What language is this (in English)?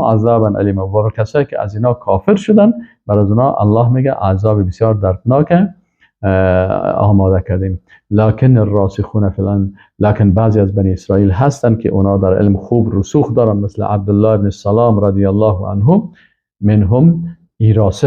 Persian